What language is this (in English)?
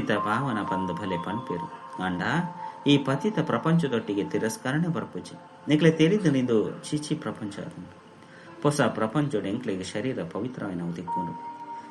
Tulu